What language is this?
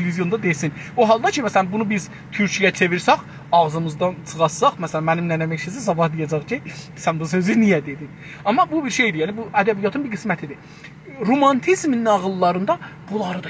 South Azerbaijani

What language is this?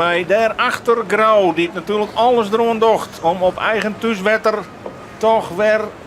Western Frisian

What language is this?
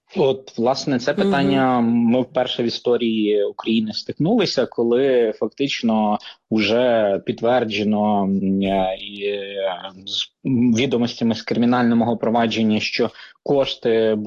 Ukrainian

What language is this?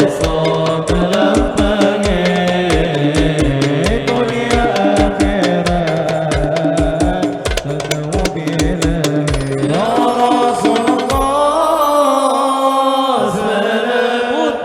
Banjar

